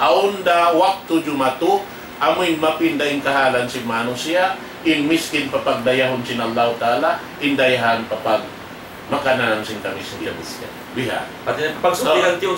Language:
Tausug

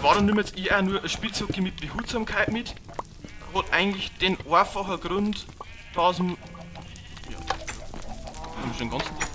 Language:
Bavarian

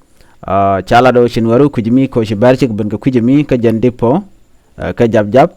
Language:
Nuer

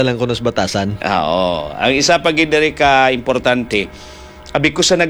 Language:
Hiligaynon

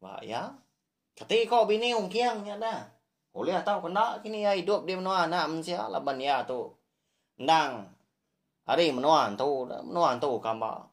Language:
Iban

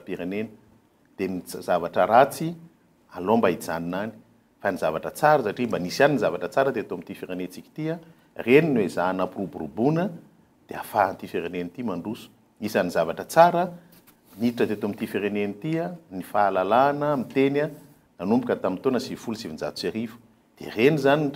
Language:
Malagasy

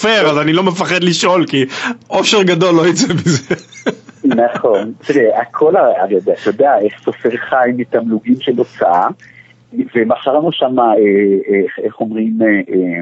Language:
Hebrew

